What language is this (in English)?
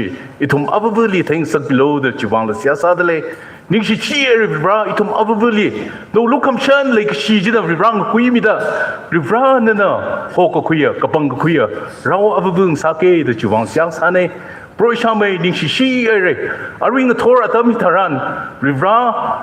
Tangkhul Naga (India)